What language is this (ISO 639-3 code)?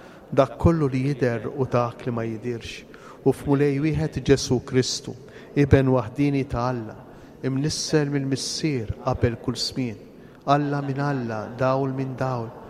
mlt